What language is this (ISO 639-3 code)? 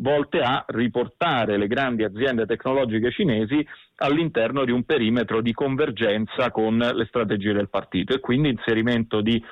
ita